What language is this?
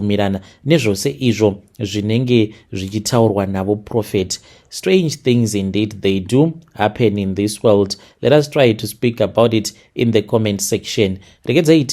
Shona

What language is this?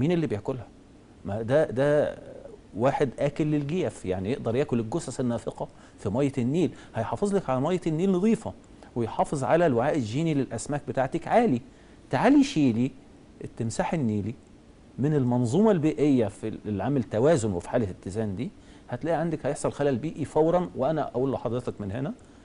Egyptian Arabic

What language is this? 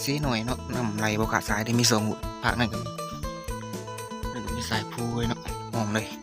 Lao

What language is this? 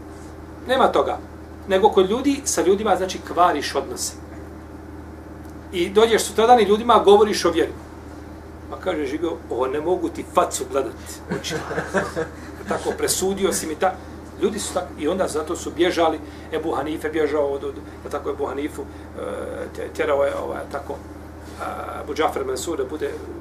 Bosnian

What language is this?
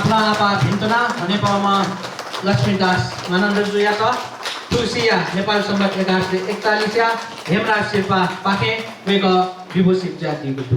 Newari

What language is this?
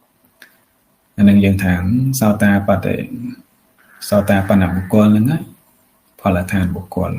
Khmer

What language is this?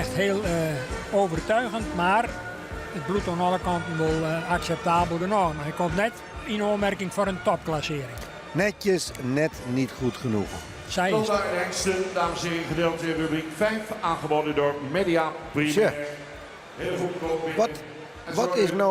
Western Frisian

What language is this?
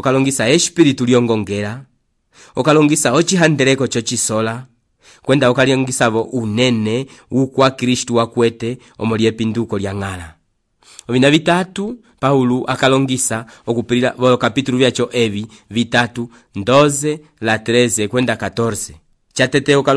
Umbundu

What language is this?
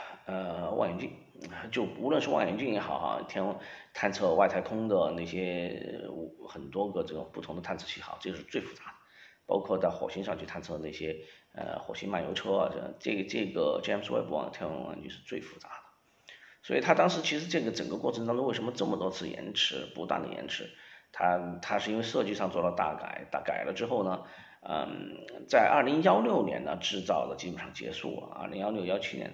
Chinese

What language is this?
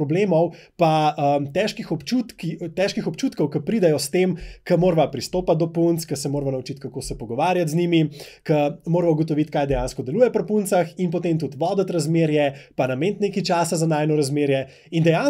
Slovenian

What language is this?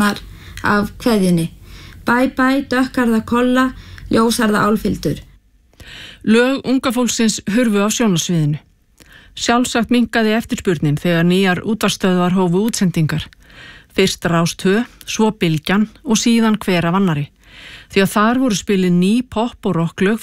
Icelandic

